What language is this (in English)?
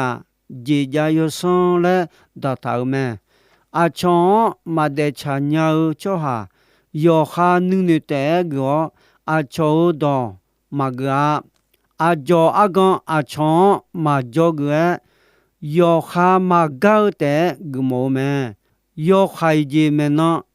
Akha